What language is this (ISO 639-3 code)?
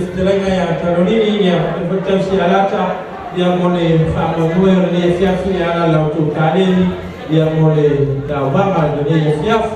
smo